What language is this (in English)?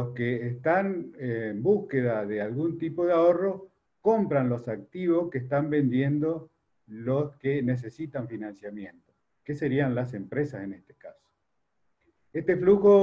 Spanish